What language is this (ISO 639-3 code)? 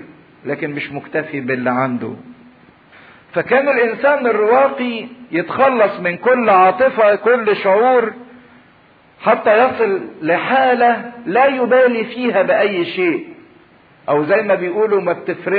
arz